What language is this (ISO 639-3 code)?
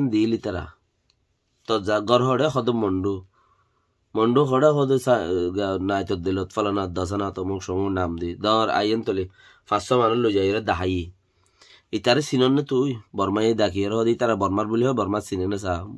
rhg